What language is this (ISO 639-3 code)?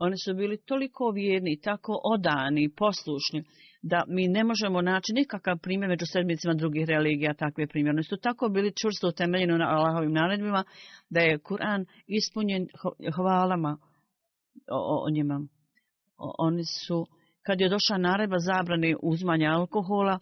bos